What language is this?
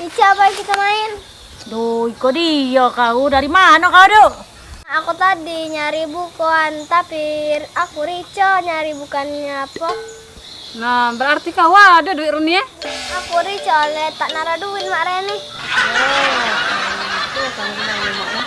Musi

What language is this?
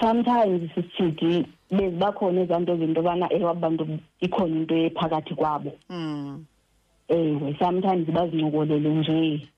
Xhosa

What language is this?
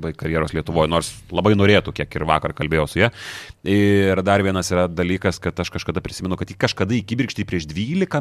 Lithuanian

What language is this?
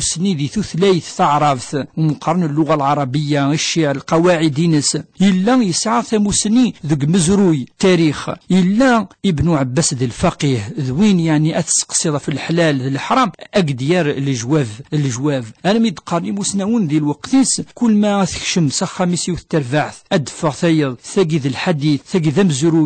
Kabyle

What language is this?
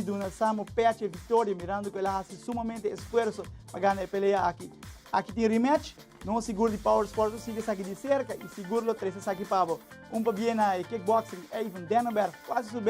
Papiamento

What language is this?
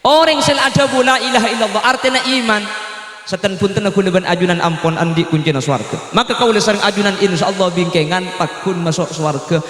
Madurese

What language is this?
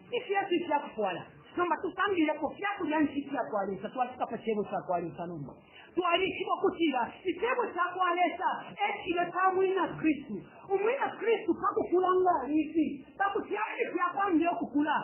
Bemba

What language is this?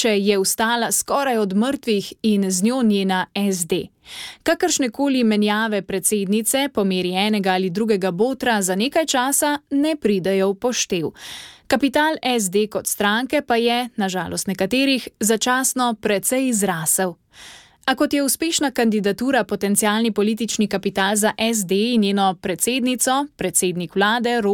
Slovenian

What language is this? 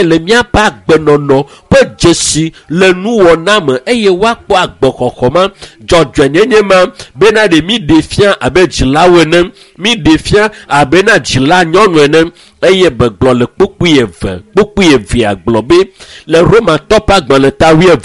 Ewe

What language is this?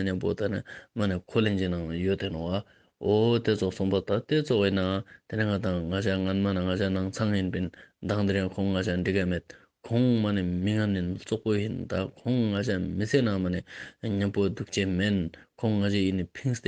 Ladakhi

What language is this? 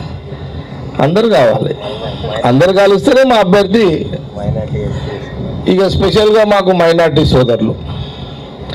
Telugu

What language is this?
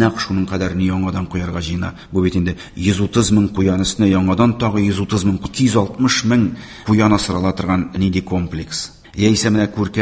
Tatar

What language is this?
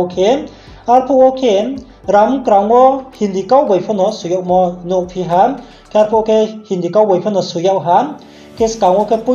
Riang (India)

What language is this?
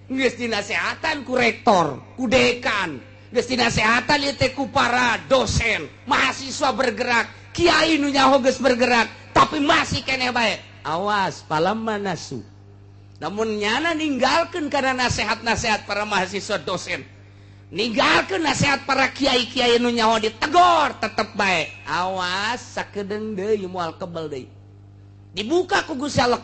Sundanese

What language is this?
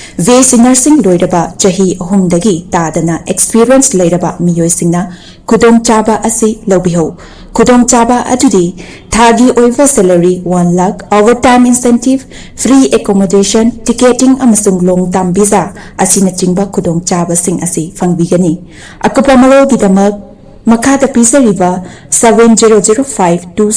Manipuri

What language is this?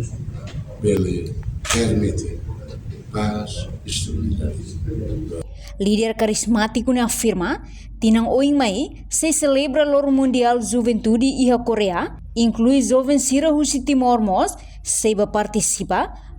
Tetum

